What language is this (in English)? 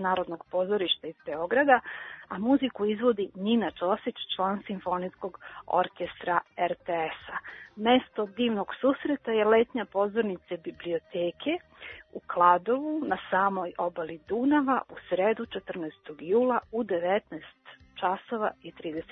Serbian